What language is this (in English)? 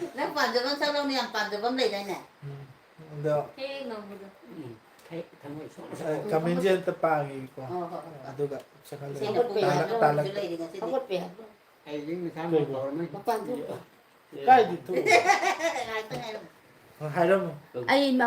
Manipuri